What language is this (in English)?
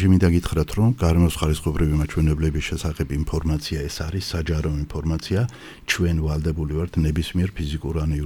Georgian